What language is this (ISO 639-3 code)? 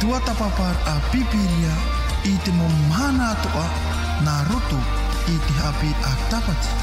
tah